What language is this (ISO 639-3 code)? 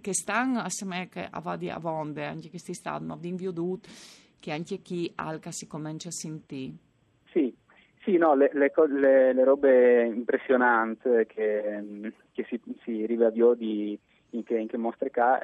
fur